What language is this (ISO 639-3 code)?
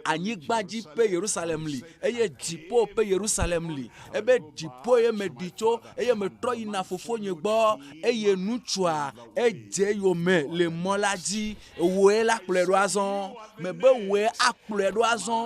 ewe